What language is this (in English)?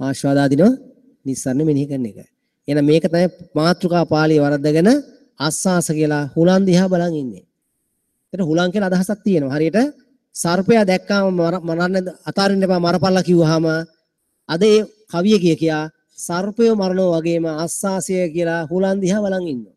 Sinhala